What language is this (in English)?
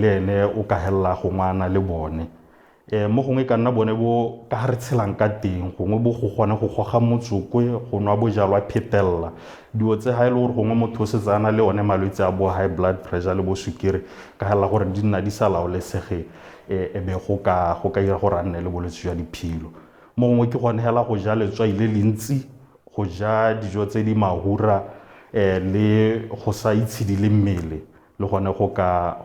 Tswana